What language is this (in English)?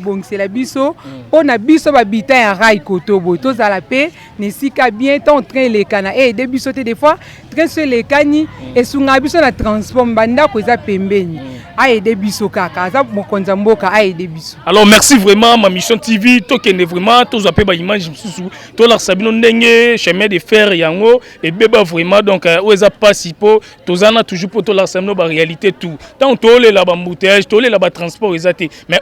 Lingala